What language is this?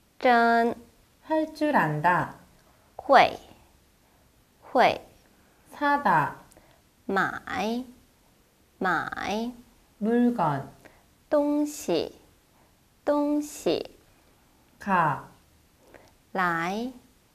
Korean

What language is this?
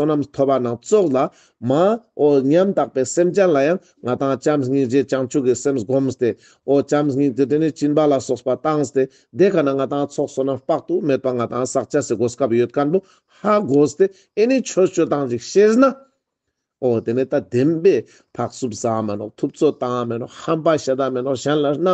Ladakhi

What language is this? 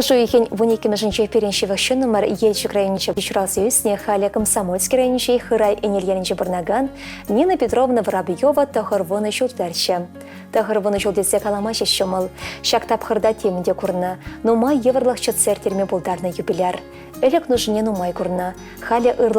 Chuvash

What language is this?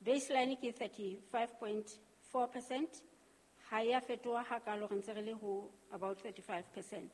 Southern Sotho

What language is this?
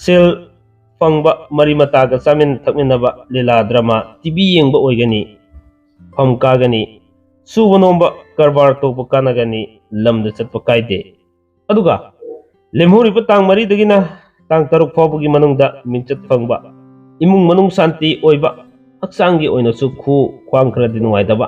Manipuri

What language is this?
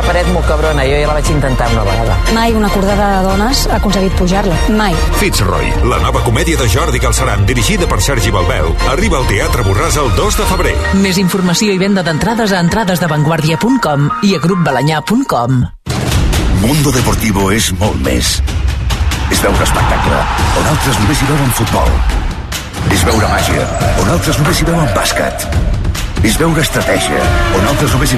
Catalan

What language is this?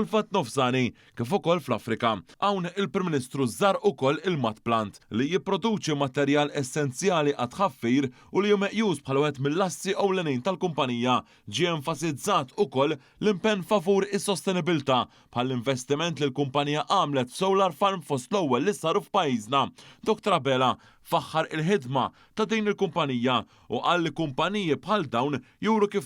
Maltese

